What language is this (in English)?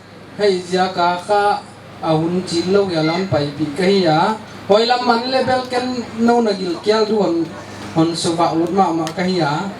Paite Chin